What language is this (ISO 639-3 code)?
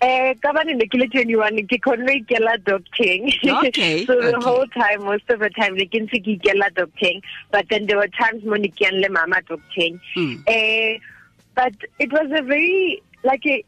tsn